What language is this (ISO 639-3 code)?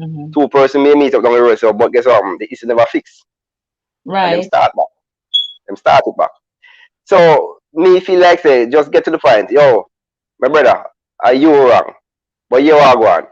jam